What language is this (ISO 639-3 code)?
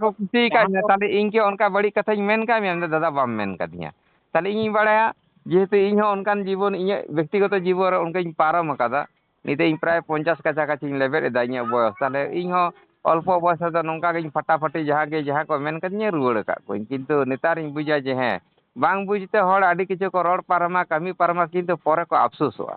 sat